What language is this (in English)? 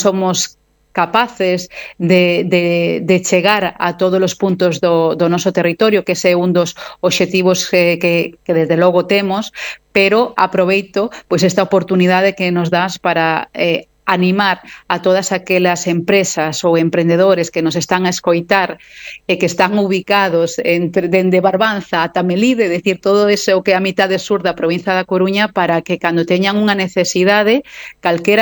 Galician